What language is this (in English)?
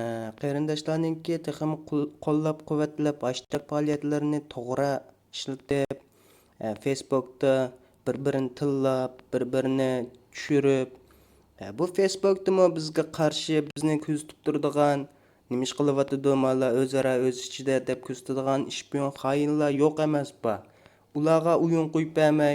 Uyghur